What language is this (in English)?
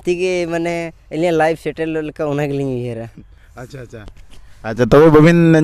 Santali